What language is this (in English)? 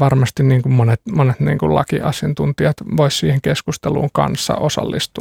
Finnish